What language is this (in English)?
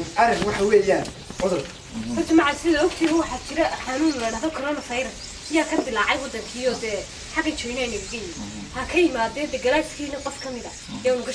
Somali